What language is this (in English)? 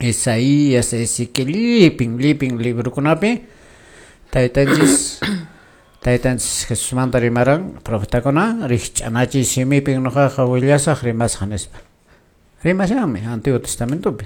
Quechua